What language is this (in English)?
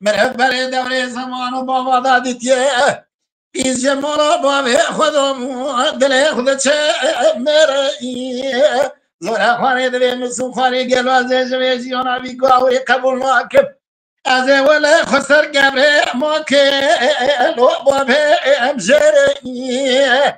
Kurdish